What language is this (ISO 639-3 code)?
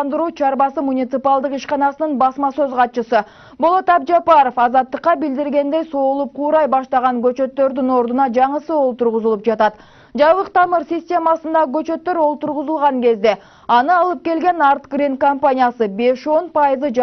kir